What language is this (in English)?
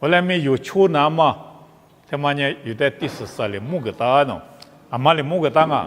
Lisu